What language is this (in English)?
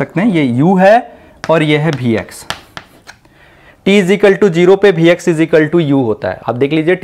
Hindi